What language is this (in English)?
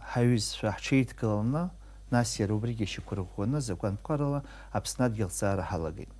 Abkhazian